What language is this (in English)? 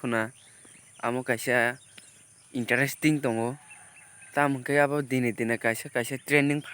Kok Borok